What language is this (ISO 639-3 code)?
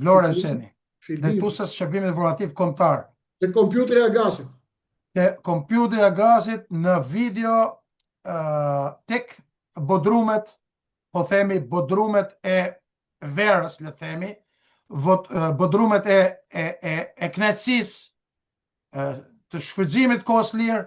sqi